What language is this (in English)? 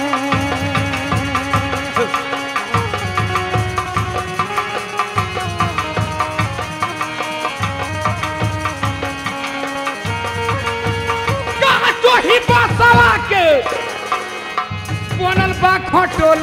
Bhojpuri